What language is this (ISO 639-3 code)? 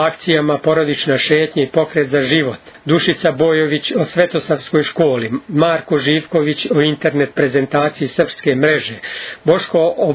srp